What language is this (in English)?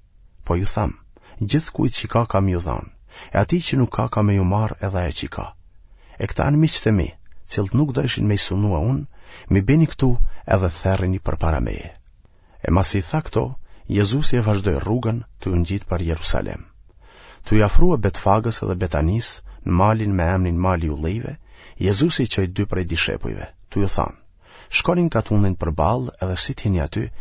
Albanian